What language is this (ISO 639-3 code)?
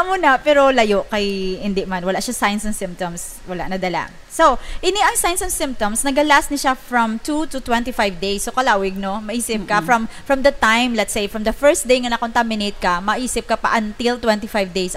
hil